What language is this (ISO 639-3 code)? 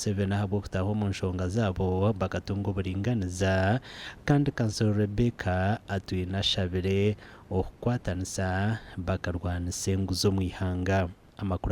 nyn